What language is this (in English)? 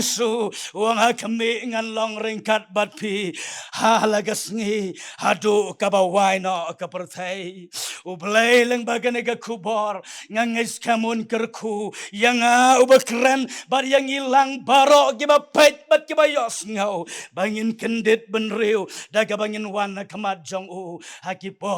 Khasi